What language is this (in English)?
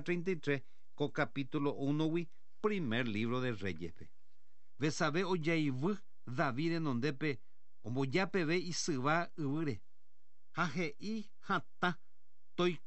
Guarani